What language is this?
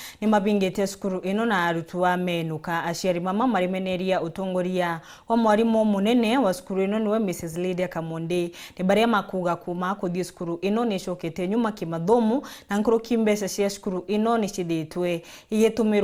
Meru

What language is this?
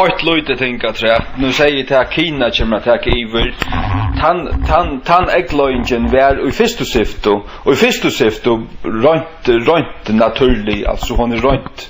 Faroese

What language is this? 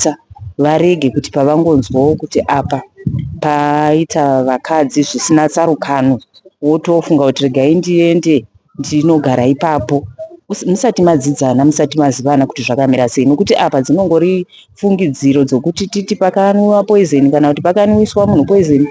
Shona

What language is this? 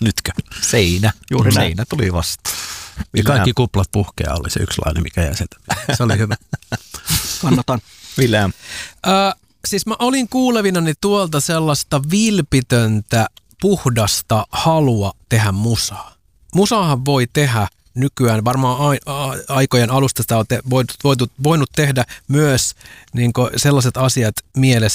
Finnish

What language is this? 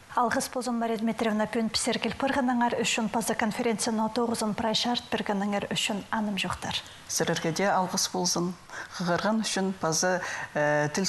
Khakas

